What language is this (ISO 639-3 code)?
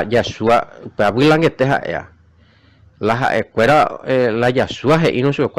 grn